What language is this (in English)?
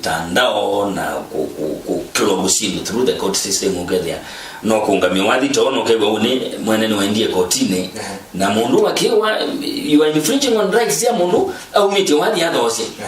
Kamba